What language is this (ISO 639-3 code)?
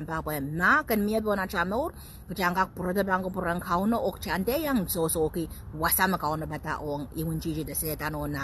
pon